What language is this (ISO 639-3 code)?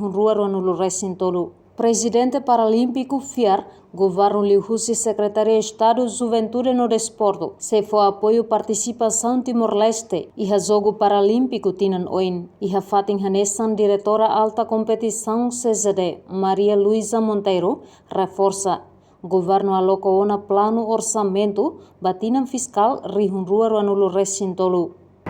tet